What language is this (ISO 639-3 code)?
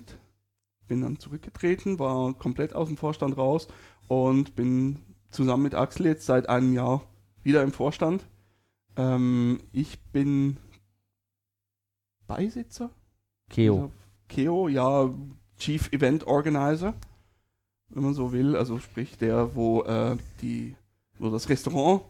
deu